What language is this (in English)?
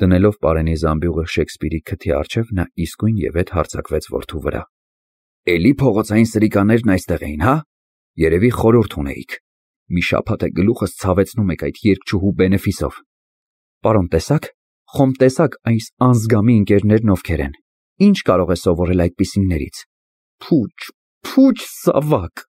Armenian